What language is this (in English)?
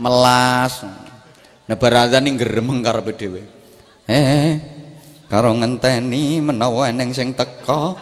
Javanese